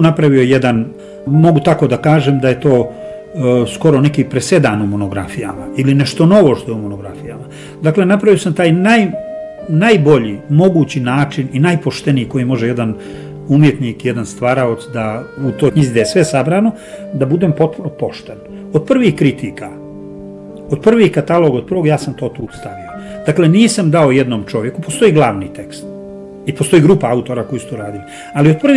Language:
Bosnian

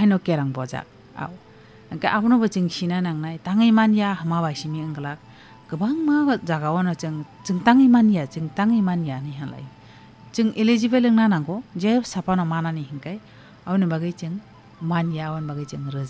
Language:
Kok Borok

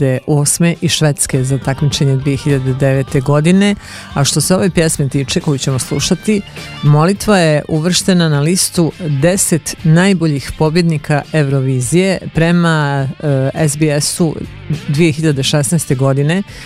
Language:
Serbian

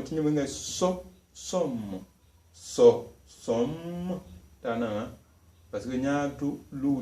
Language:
Tem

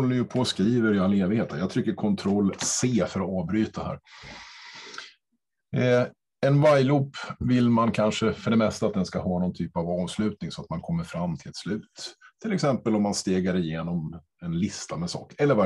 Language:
Swedish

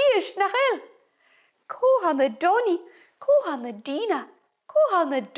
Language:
Scottish Gaelic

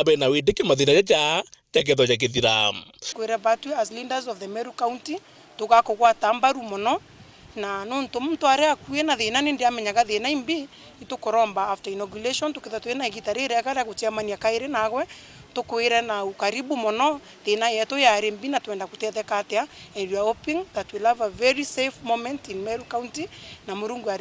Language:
Meru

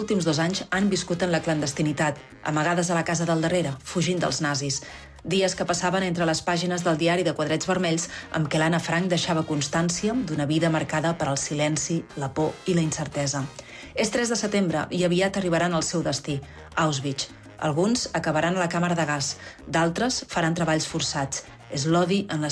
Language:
Catalan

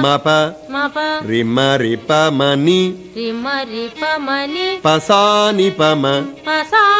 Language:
Telugu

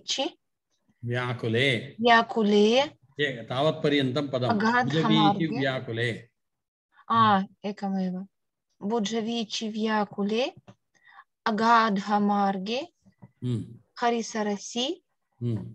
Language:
Sanskrit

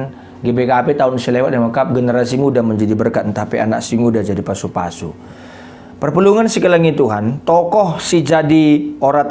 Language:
Batak Karo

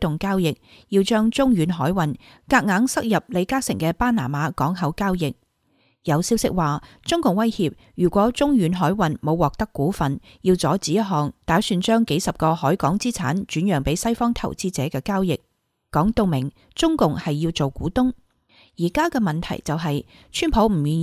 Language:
Cantonese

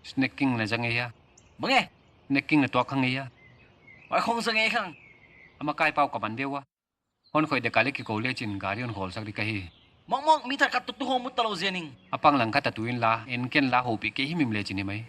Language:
Paite Chin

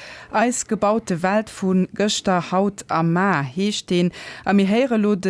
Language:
Luxembourgish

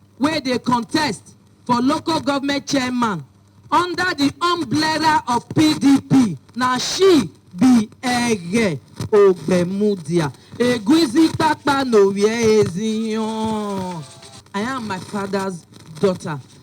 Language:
Nigerian Pidgin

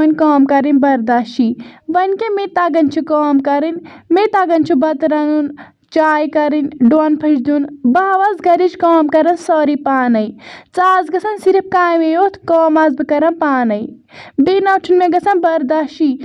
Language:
Kashmiri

